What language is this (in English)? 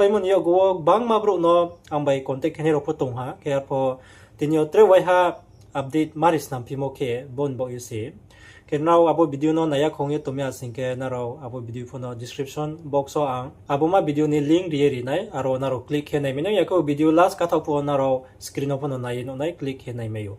Riang (India)